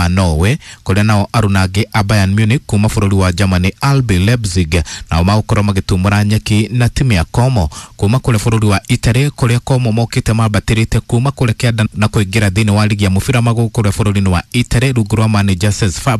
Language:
Kikuyu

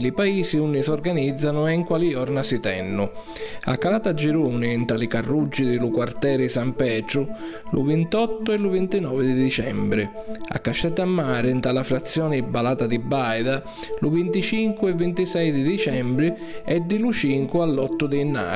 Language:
Sicilian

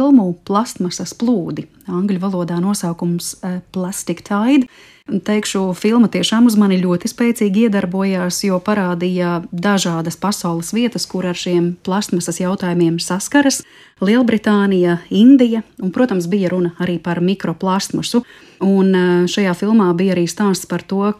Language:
Latvian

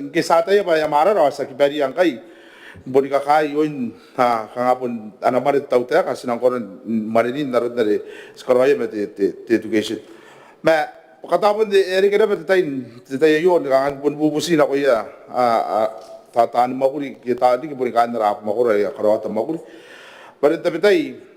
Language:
Gilbertese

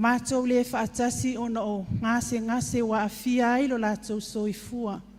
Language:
Samoan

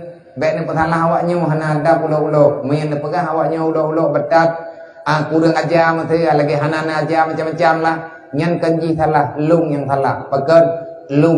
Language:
Achinese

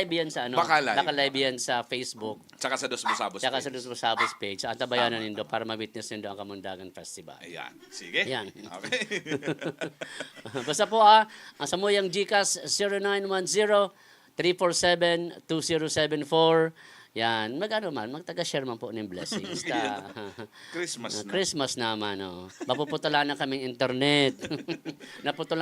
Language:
Bikol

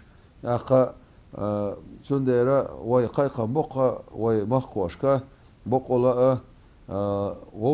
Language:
Chechen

